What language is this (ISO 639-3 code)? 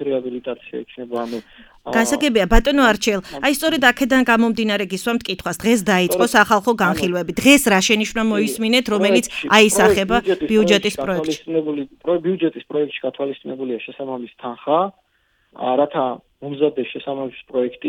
kat